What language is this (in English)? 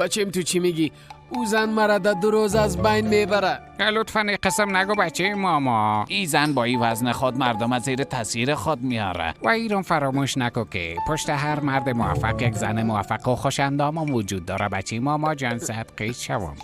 Persian